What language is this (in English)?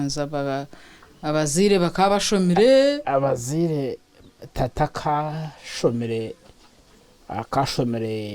Nyankole